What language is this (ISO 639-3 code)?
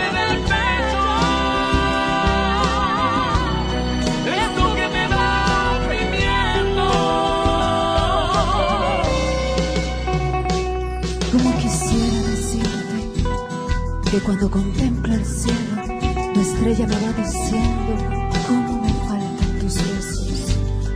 spa